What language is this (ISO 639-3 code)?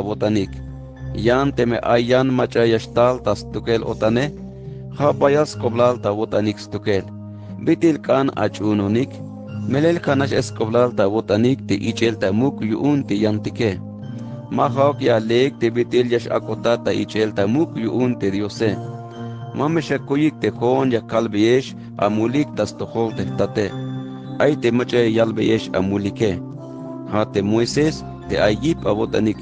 tzh